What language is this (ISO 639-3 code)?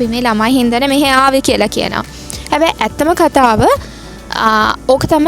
sin